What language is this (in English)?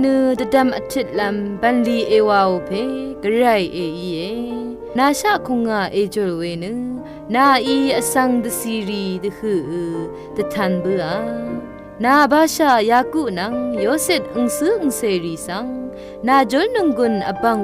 Rawang